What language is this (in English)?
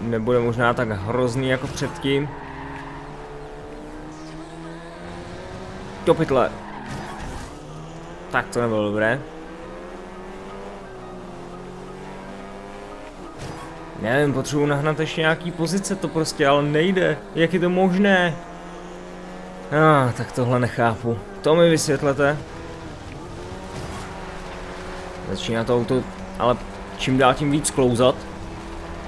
Czech